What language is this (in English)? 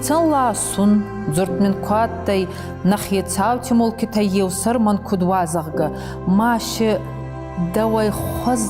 Ossetic